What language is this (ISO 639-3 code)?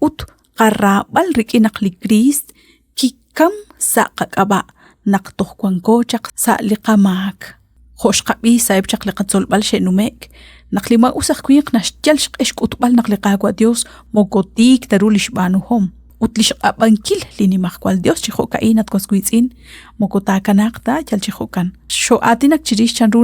kek